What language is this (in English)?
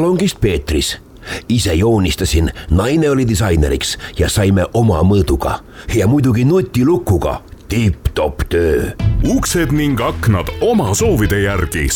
Estonian